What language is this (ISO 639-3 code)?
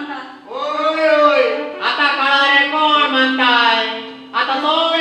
kok